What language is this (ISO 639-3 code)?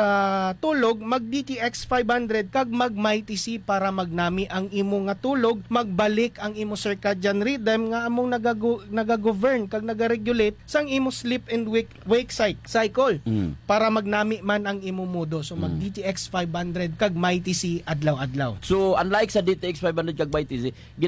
hil